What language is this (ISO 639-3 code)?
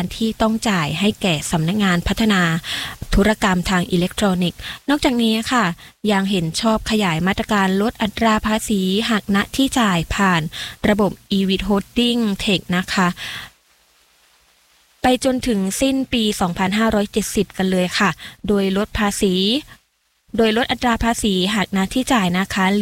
tha